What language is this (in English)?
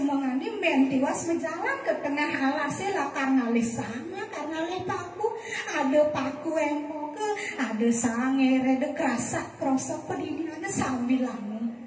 Balinese